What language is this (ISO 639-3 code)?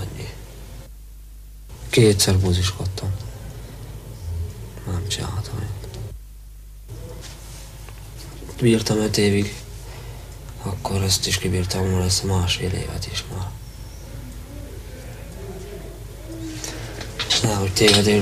hun